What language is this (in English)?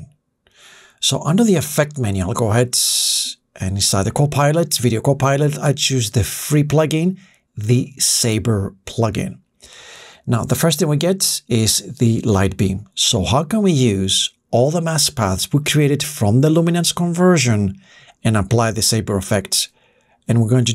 English